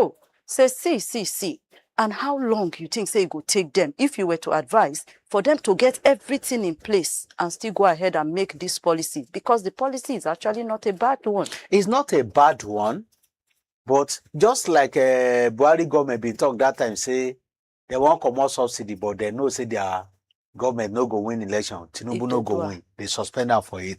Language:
Nigerian Pidgin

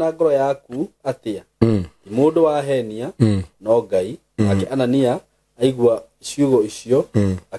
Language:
Kikuyu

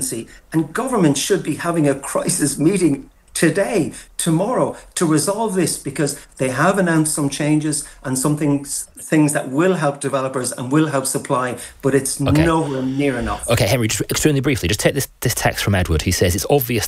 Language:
English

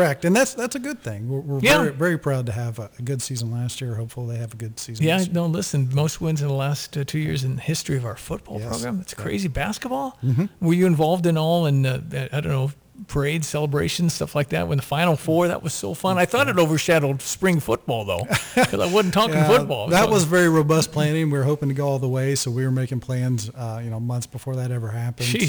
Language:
English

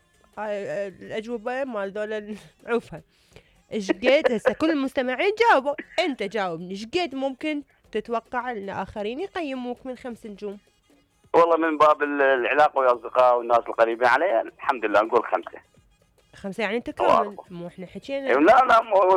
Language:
Mesopotamian Arabic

